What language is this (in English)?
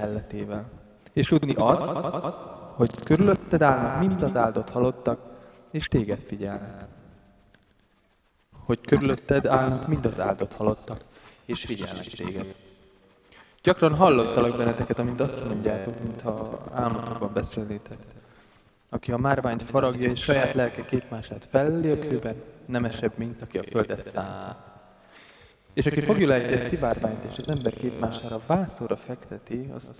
Hungarian